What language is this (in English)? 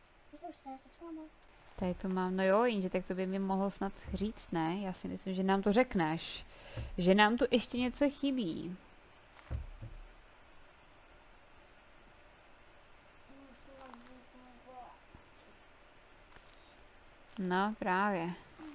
Czech